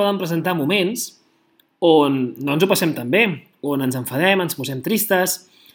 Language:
Catalan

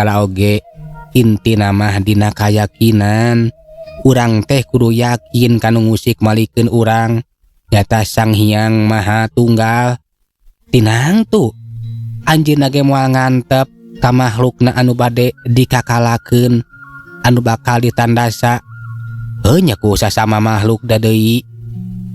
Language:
Sundanese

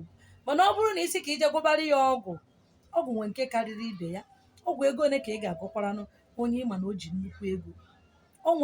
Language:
Igbo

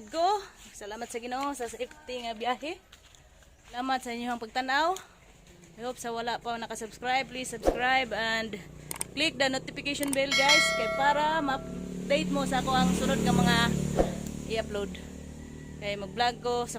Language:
Cebuano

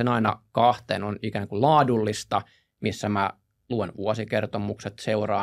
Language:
Finnish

